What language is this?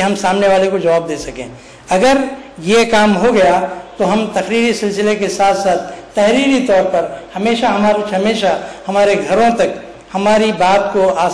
Urdu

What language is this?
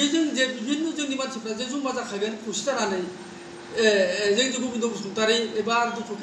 Bodo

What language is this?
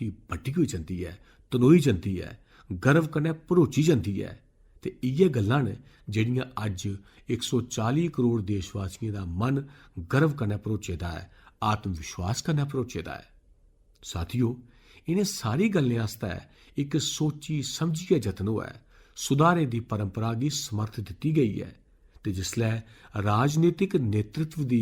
Dogri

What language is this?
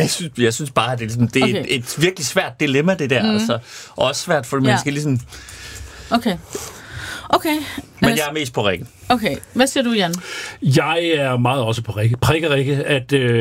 Danish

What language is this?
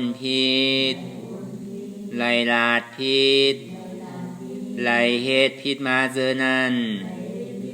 Shan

